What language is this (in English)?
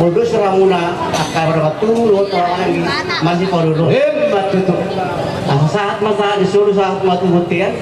Batak Toba